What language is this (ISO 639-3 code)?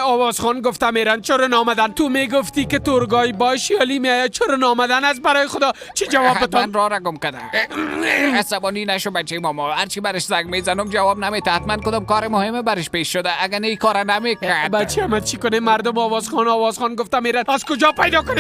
fas